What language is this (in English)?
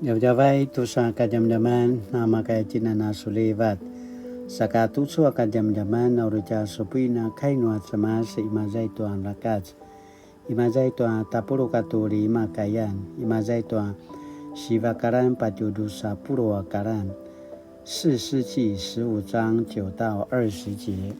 Paiwan